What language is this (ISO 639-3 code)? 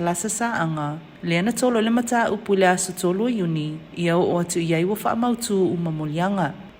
smo